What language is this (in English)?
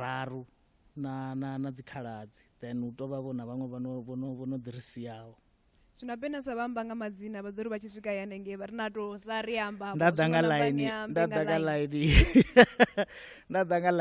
Venda